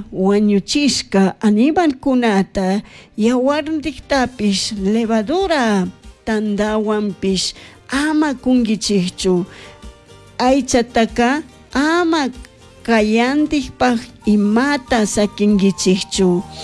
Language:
Chimborazo Highland Quichua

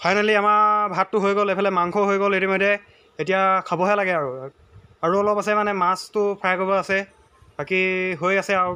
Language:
Assamese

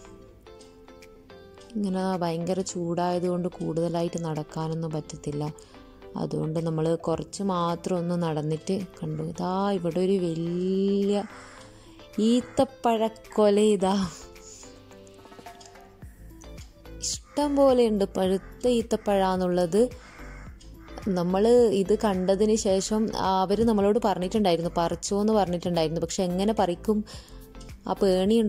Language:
Malayalam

